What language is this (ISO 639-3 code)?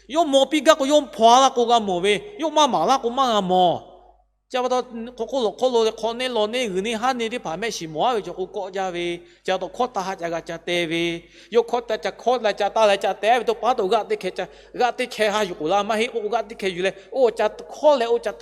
lhu